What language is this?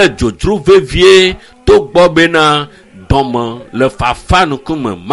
Ewe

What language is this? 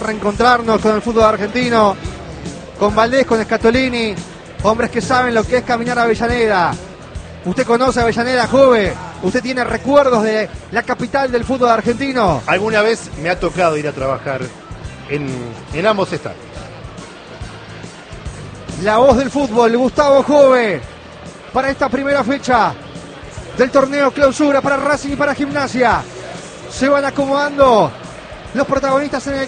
Spanish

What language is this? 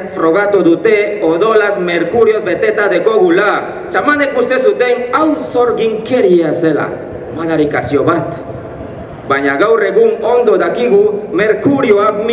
Basque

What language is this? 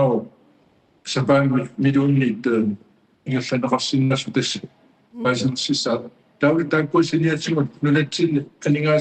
Kalaallisut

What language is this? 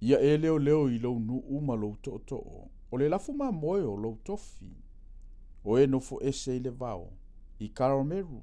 Samoan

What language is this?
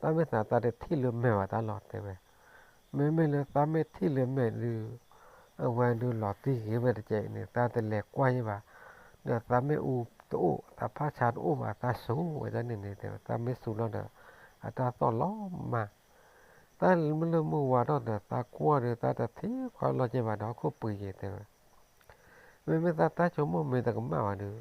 S'gaw Karen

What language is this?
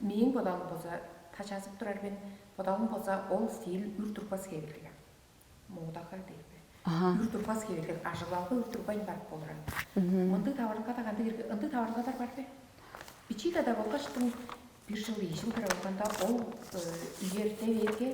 Tuvinian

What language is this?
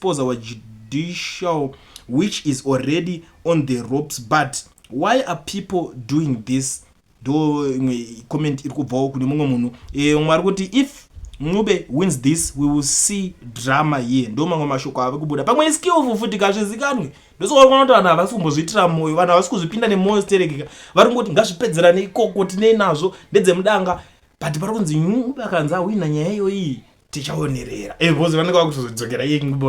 Shona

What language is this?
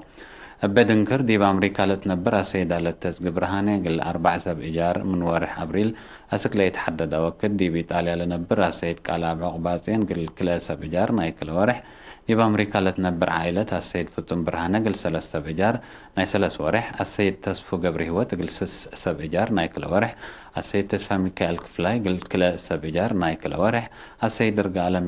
Tigre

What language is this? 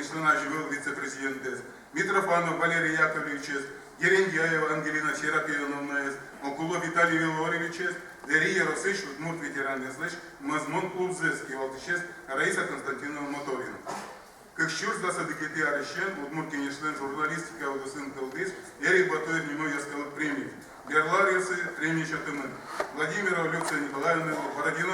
Udmurt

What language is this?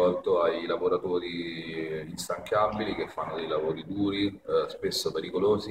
Italian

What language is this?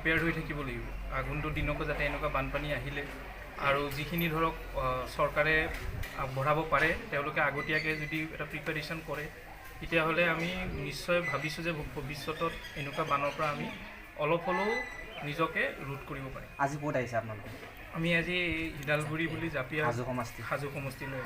Assamese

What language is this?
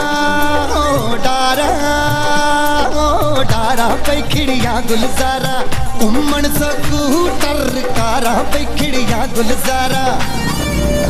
Punjabi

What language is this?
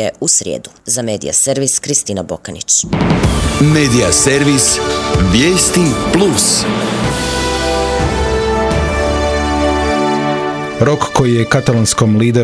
Croatian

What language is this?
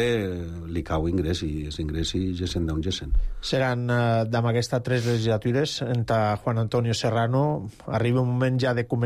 Catalan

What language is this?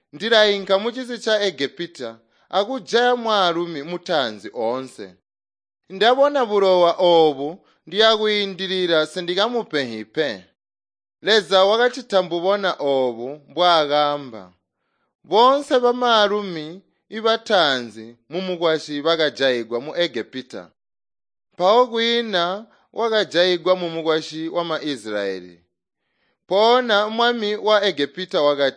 Tonga (Zambia)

